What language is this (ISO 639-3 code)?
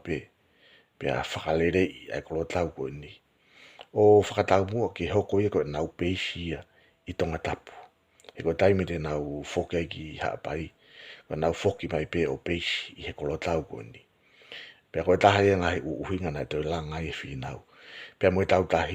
ton